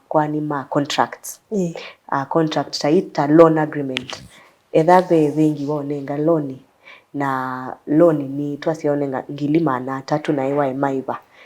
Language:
Kamba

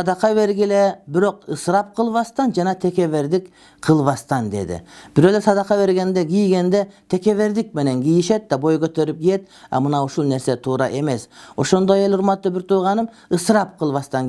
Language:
Kyrgyz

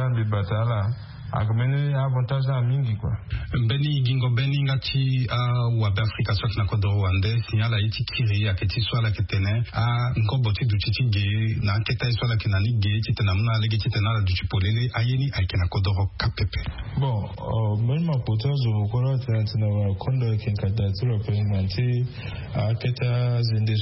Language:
Sango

